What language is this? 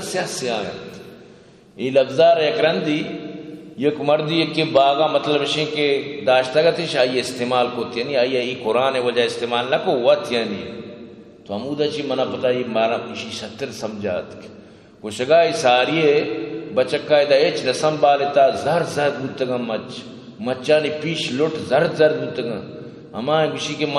Eastern Balochi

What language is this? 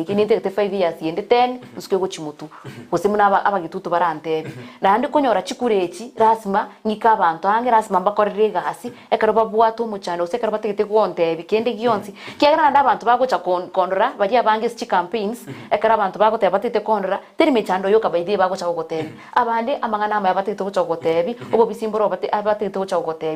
Gusii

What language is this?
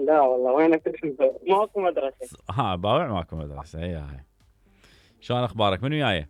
Mesopotamian Arabic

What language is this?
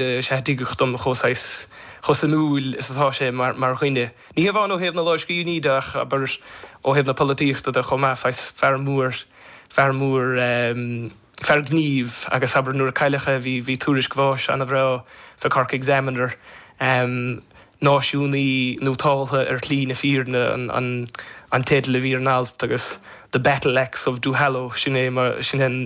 Irish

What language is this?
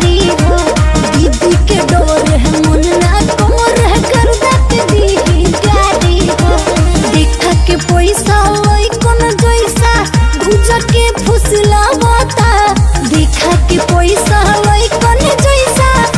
Bhojpuri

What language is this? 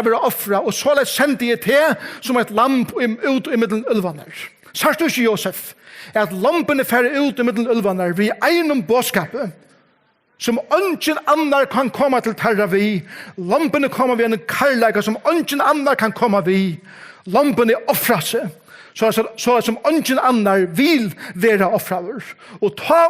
Faroese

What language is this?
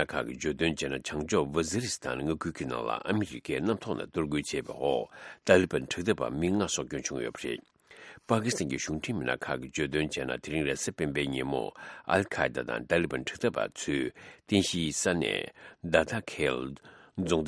Tibetan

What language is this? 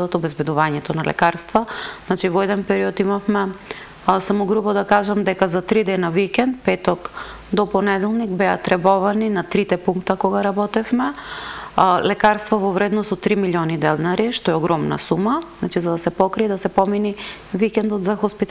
Macedonian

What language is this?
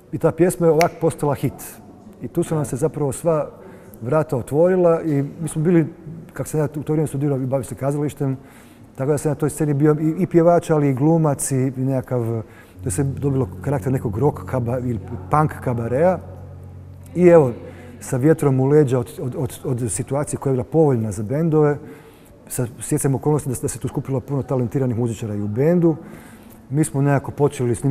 Croatian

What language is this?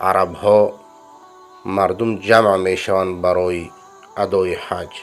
Persian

